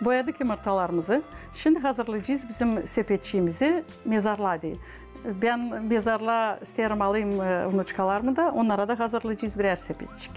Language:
Gagauz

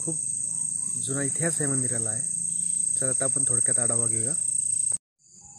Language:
Marathi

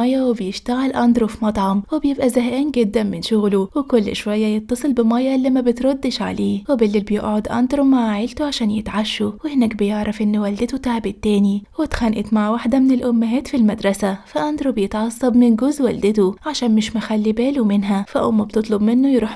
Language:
Egyptian Arabic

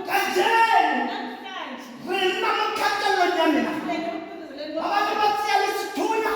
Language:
Tswana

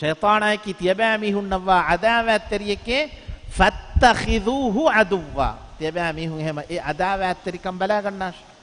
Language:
Divehi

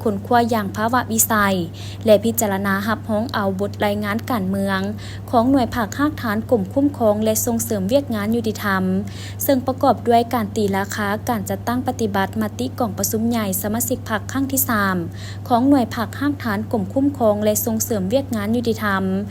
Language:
Lao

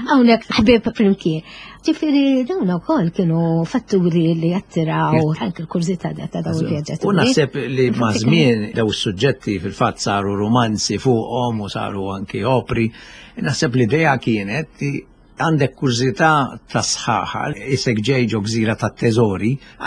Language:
Maltese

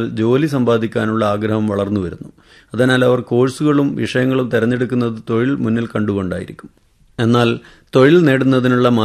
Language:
Malayalam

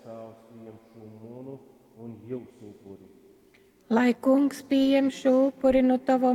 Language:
Latgalian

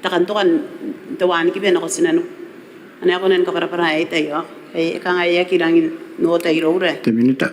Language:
Gilbertese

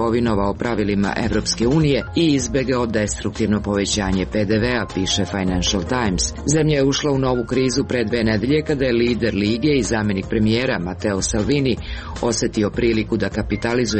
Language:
Serbian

